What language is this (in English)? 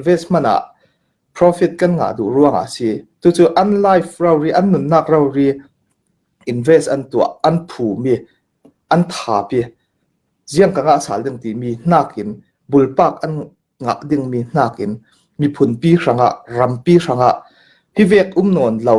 Hakha Chin